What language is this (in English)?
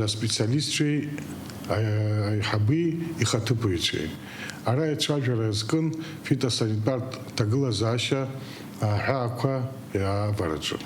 Abkhazian